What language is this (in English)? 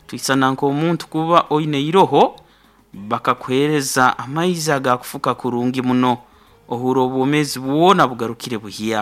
Nyoro